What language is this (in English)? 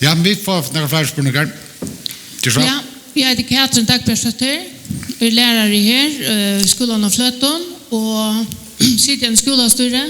Faroese